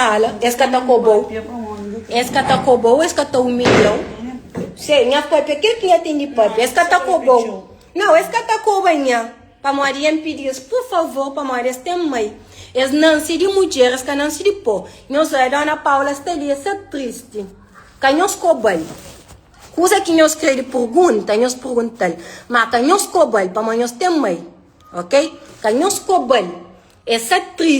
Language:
Kabuverdianu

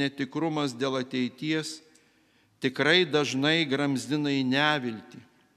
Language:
Lithuanian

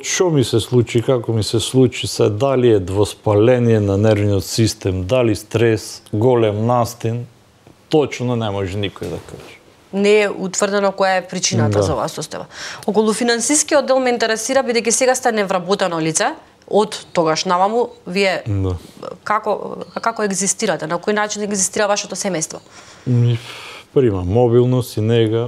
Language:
Macedonian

